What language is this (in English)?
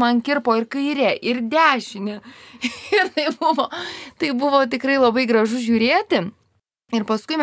Lithuanian